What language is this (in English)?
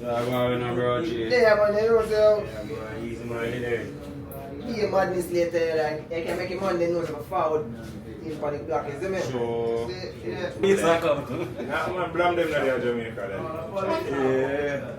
Jamaican Creole English